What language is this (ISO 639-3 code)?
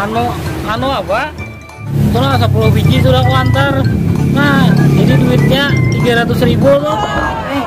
bjn